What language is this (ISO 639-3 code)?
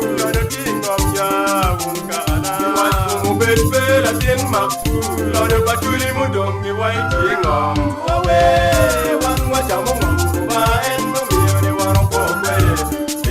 ach